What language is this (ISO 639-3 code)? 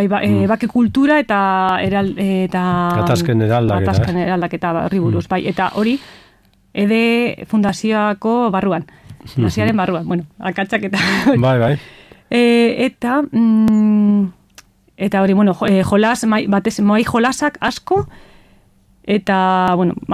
eus